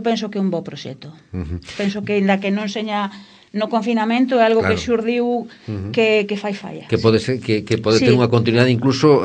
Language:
Galician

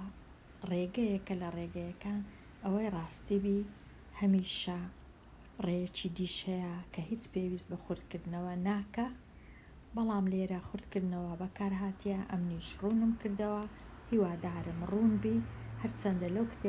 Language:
Central Kurdish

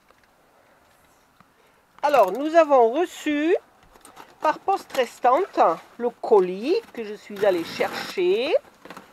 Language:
French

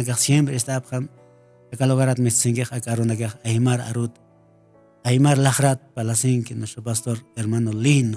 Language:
Aymara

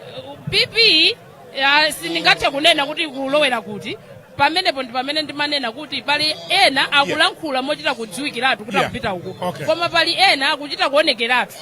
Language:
Nyanja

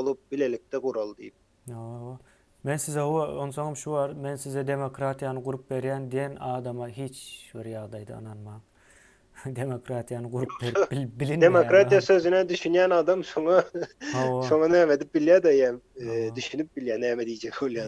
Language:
Turkmen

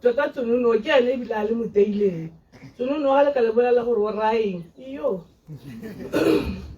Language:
Tswana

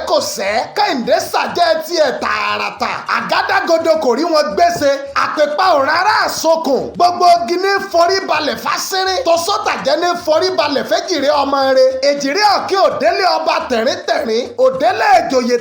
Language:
Yoruba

